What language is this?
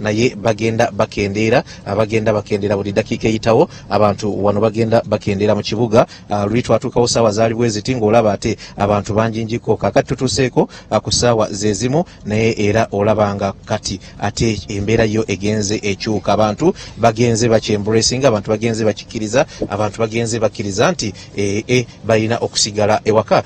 Ganda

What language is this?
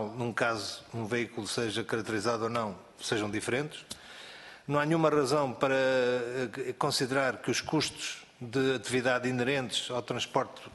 Portuguese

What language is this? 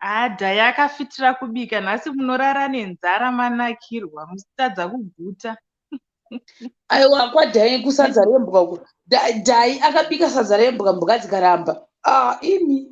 Shona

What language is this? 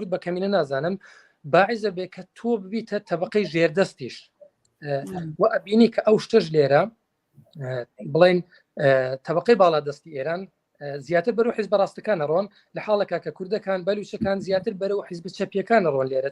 Central Kurdish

